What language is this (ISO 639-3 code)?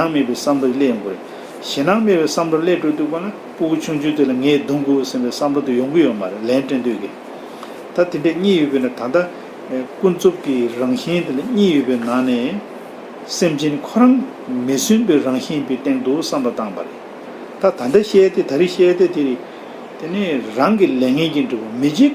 bod